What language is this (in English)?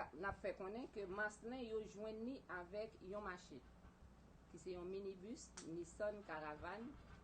Haitian Creole